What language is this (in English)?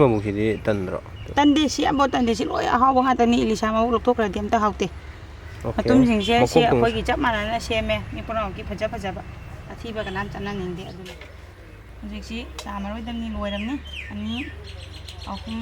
Manipuri